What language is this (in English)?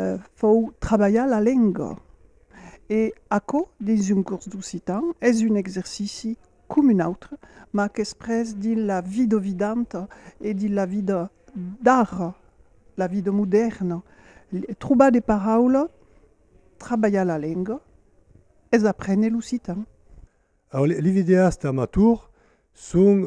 Occitan